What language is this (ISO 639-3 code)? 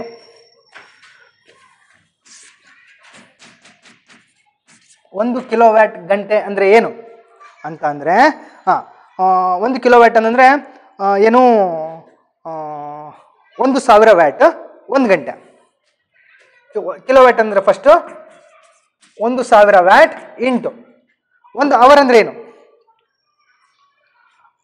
kan